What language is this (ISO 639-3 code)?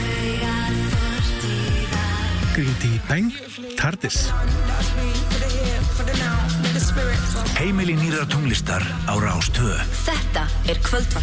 isl